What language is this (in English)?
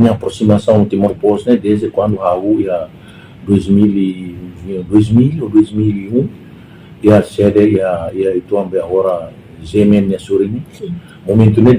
Tetum